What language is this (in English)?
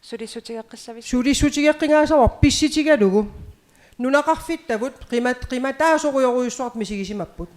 Kalaallisut